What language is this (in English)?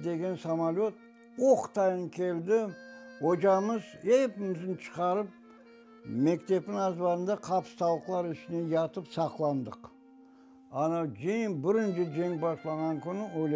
Crimean Tatar